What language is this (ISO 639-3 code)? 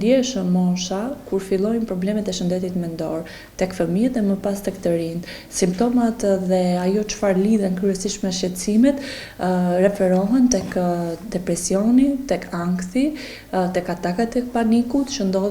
sqi